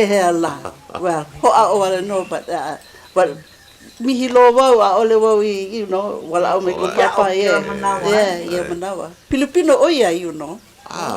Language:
Hawaiian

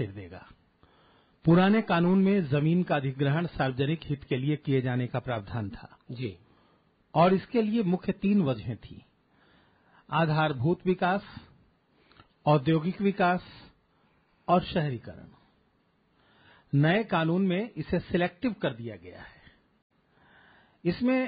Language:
Hindi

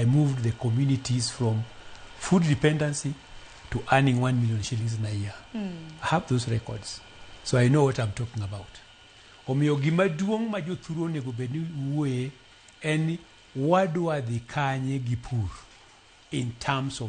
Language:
Luo (Kenya and Tanzania)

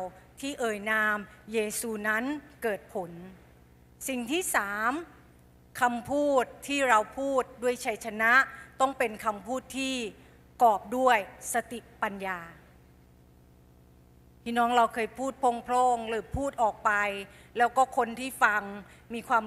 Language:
Thai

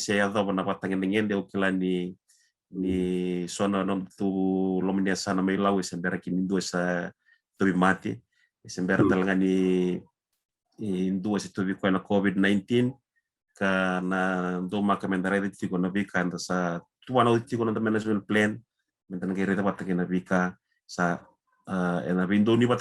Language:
Fijian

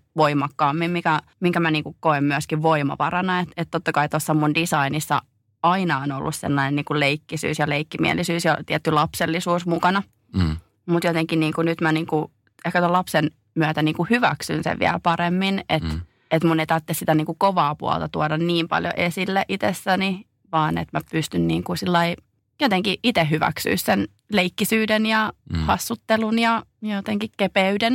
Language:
Finnish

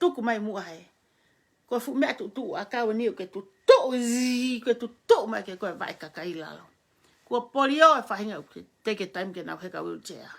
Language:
Tongan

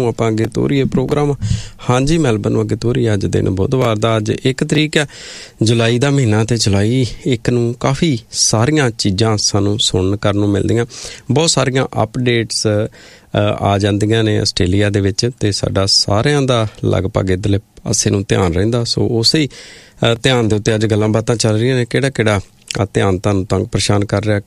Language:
Punjabi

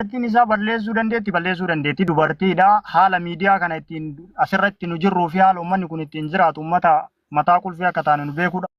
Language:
Oromo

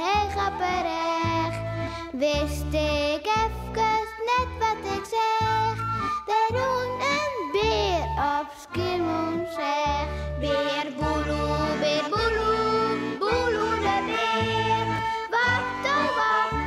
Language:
Western Frisian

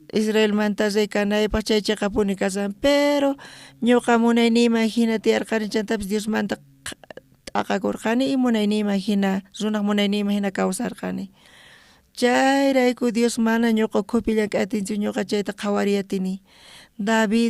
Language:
South Bolivian Quechua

